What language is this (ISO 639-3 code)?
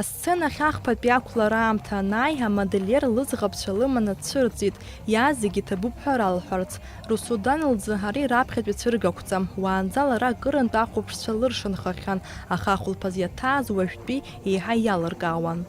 abk